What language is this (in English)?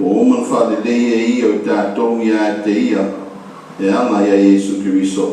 Samoan